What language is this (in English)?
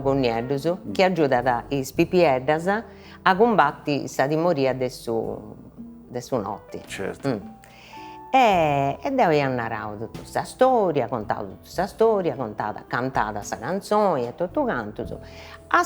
Sardinian